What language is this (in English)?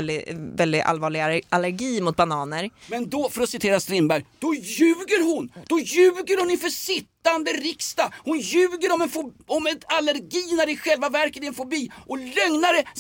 Swedish